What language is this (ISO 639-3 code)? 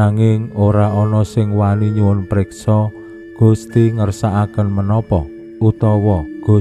jav